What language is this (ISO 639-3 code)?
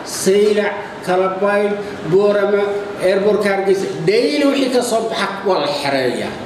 som